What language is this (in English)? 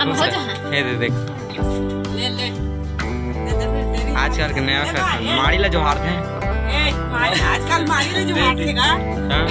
Chhattisgarhi